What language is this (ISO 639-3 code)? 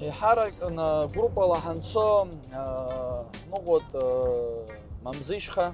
abk